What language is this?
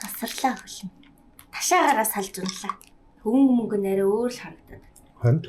Mongolian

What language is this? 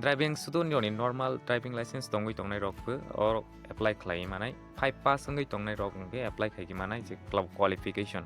Kok Borok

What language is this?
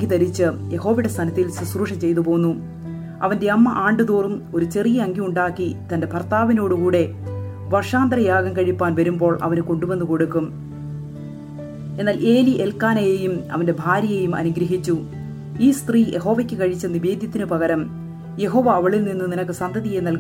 Malayalam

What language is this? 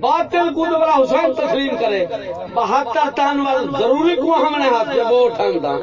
Saraiki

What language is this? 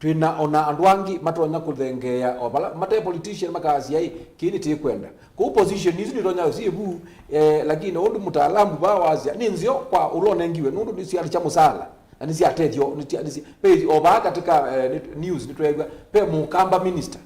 Kamba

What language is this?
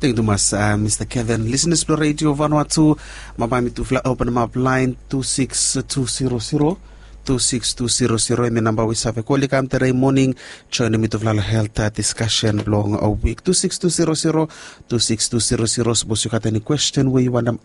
Bislama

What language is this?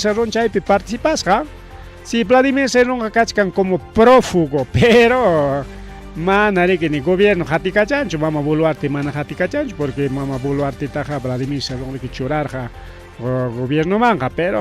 Ayacucho Quechua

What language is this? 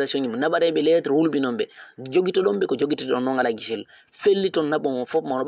Fula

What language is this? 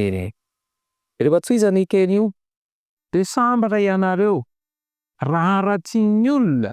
Malagasy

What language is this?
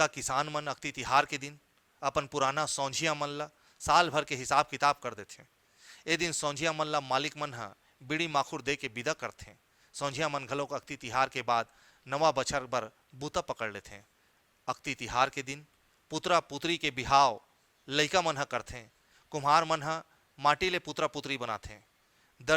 Chhattisgarhi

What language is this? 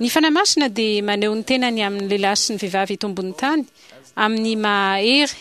Malagasy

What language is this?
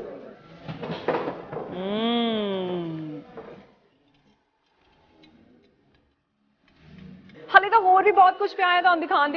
Punjabi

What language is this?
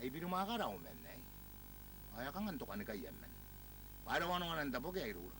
Gilbertese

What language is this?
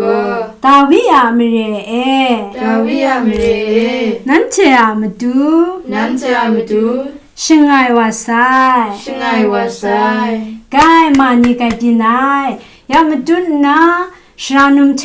Kachin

